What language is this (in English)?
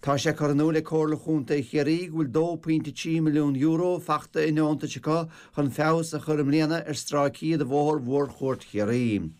Irish